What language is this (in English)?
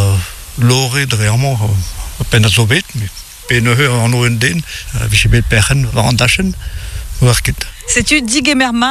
Breton